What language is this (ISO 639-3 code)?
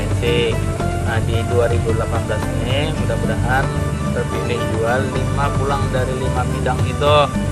bjn